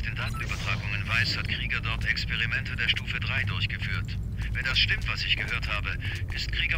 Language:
Bavarian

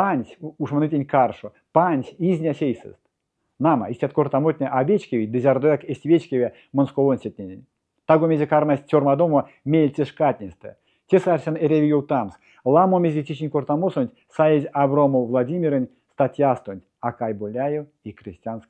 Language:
Erzya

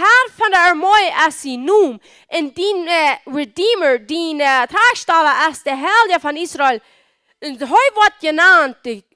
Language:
Plautdietsch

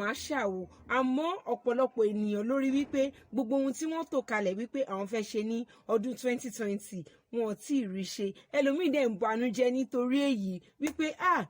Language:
Yoruba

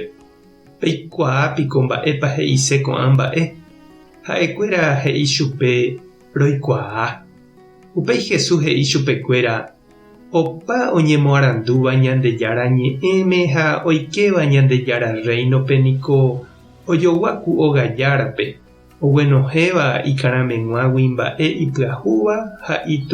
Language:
Guarani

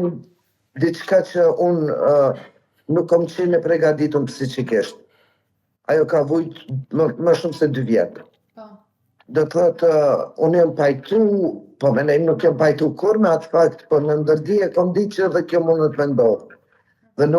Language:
Albanian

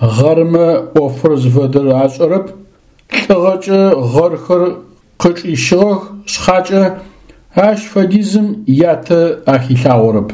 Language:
Adyghe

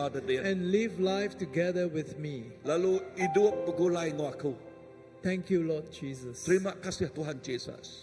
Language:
Iban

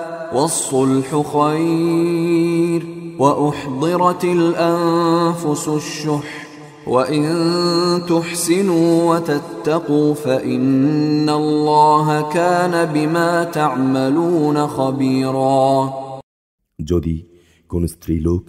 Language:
Bangla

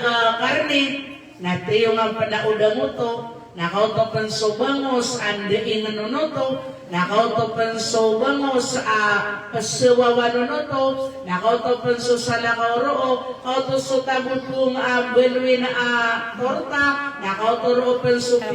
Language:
Maranao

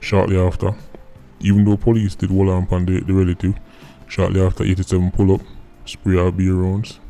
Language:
Jamaican Creole English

